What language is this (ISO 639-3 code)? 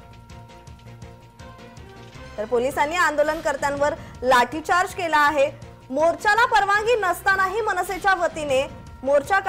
mar